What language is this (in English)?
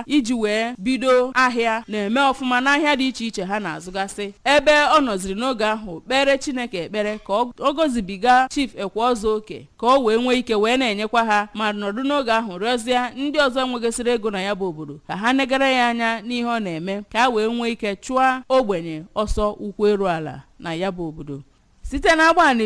Igbo